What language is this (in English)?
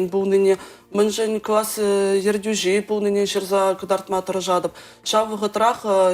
Chuvash